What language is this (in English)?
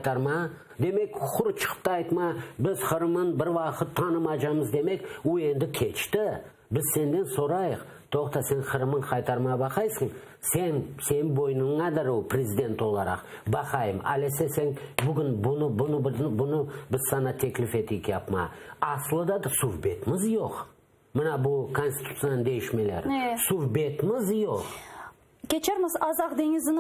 Crimean Tatar